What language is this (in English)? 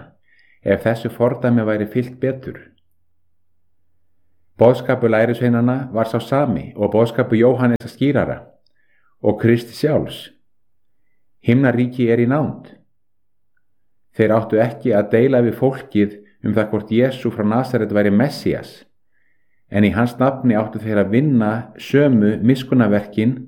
Icelandic